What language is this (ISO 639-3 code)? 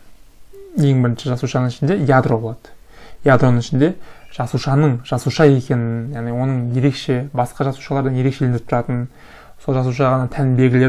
kaz